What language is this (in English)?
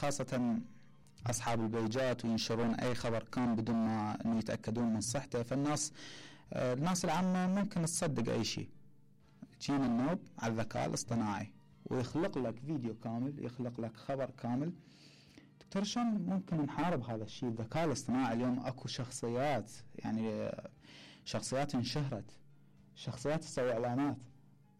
Mesopotamian Arabic